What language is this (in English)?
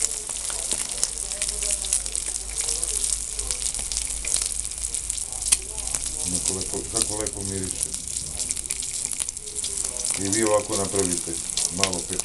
Serbian